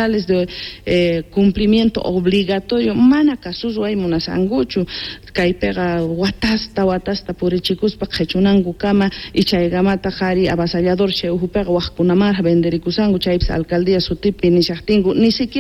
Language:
Quechua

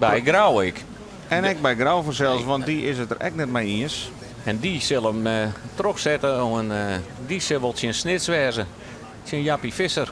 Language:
Western Frisian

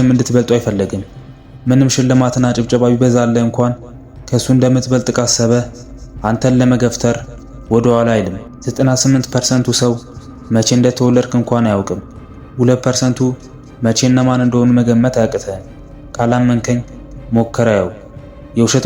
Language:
Amharic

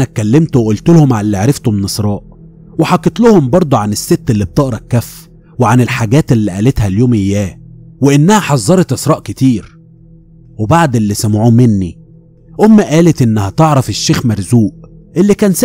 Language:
Egyptian Arabic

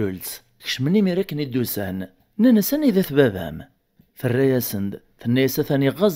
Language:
Kabyle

